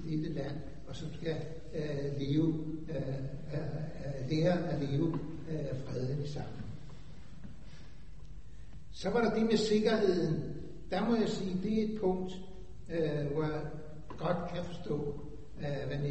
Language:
Danish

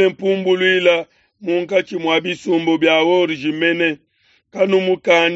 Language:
Luba-Lulua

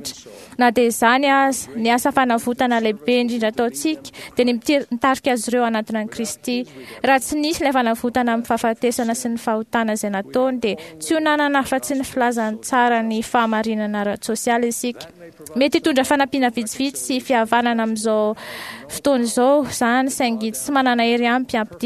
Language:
Malagasy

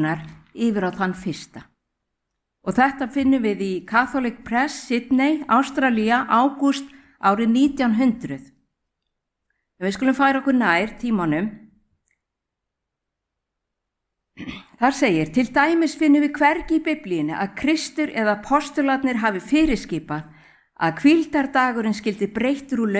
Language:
Icelandic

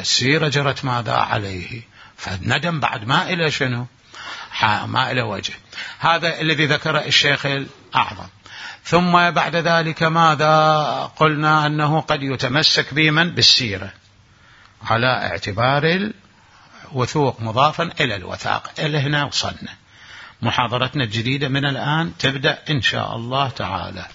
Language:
Mesopotamian Arabic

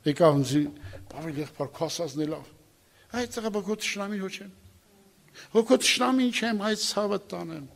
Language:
Armenian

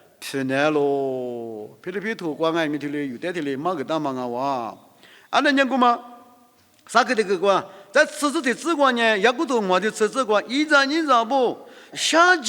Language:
Lisu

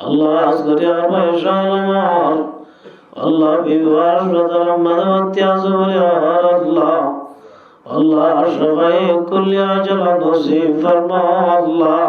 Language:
Rohingya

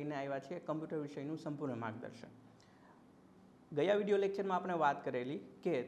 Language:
Gujarati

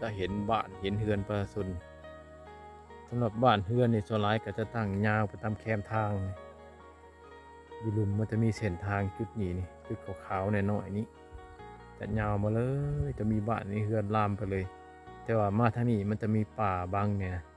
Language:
Lao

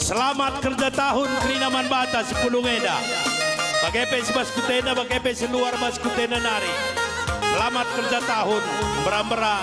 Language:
Batak Karo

